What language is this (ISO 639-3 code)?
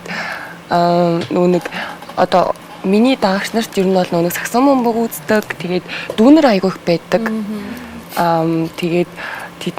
mon